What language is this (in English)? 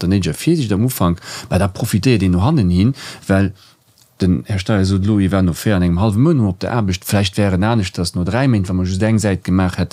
Luxembourgish